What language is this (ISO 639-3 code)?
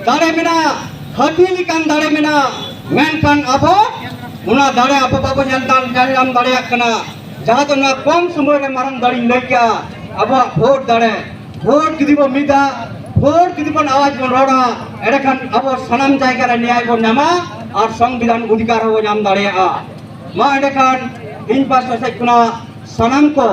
sat